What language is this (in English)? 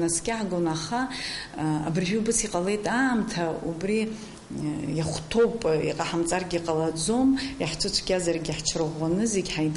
Abkhazian